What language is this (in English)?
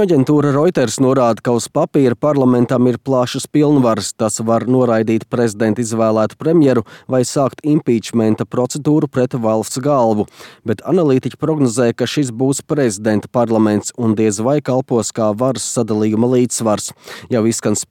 Latvian